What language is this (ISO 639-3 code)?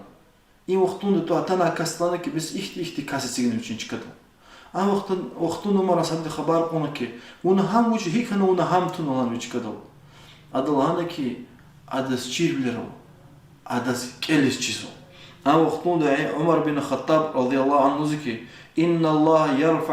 lez